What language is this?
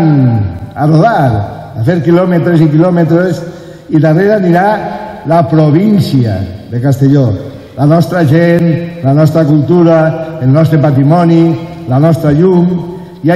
Catalan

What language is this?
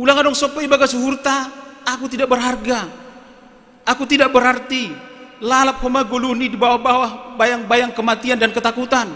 Batak Simalungun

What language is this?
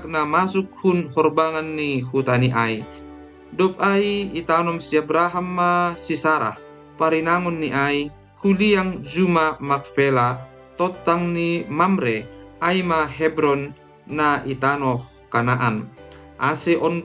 Batak Simalungun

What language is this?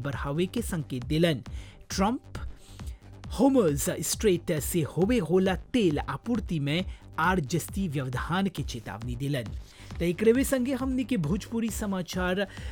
Bhojpuri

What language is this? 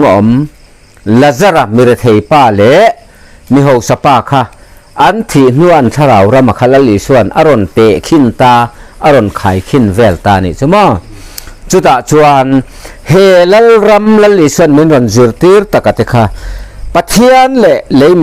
Mizo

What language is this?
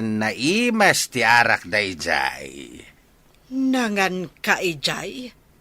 Iloko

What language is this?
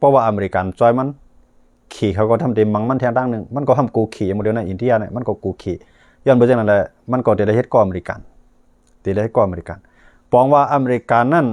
Shan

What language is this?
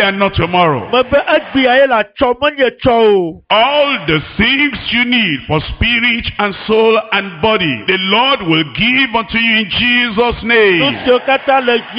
Ewe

